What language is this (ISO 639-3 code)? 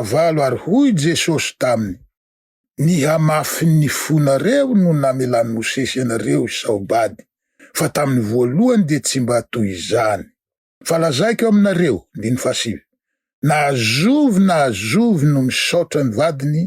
mlg